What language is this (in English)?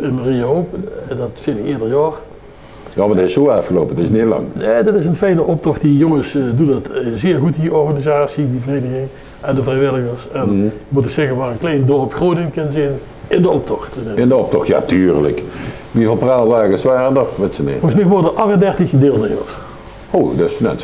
Limburgish